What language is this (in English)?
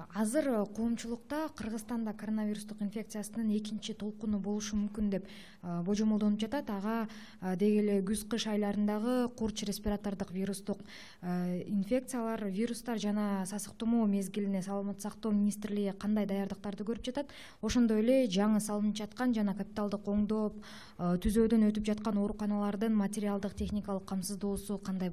Kyrgyz